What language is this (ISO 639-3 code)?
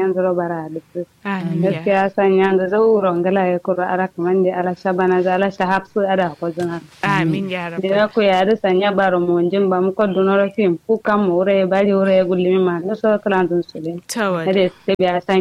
kau